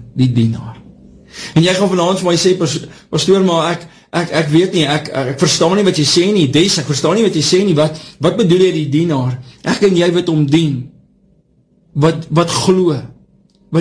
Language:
Afrikaans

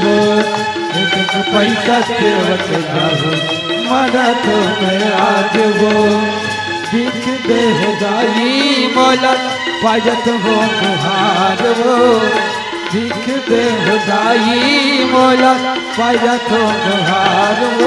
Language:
Chhattisgarhi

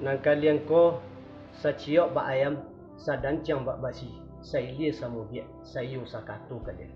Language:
Minangkabau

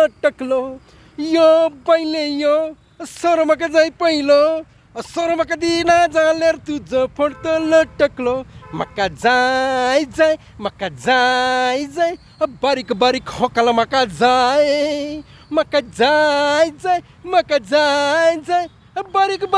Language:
Konkani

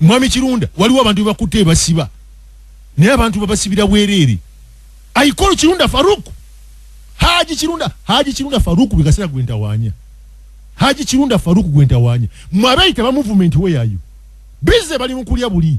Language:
Ganda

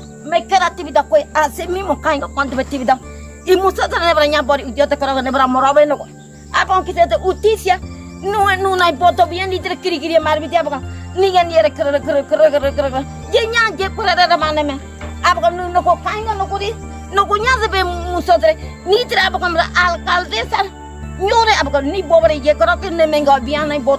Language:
Ngäbere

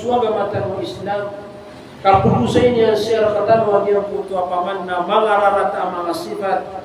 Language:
Maranao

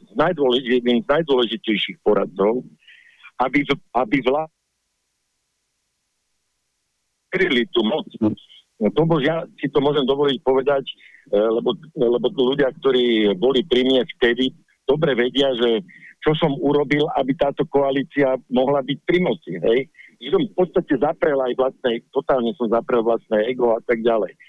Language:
Slovak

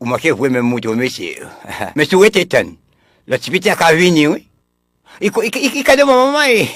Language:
Haitian Creole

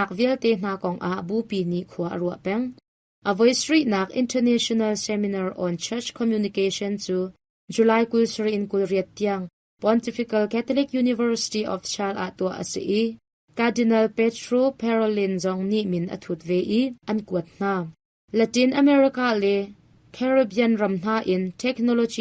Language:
Hakha Chin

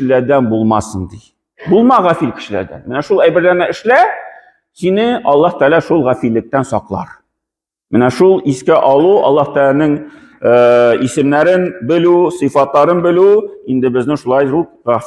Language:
Tatar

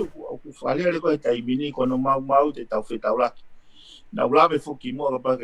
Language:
Tongan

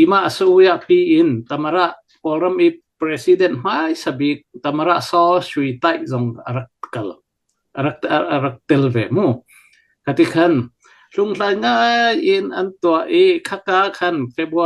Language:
Hakha Chin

